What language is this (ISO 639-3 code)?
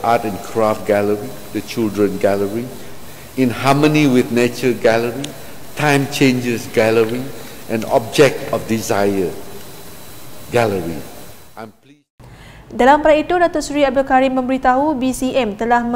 msa